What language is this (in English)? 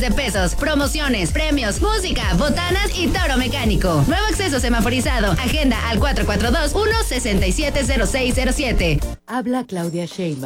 Spanish